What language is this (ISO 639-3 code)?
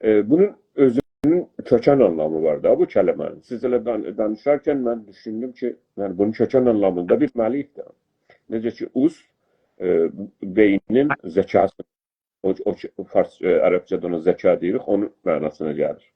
azb